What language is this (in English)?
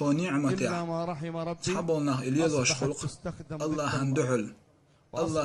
Chechen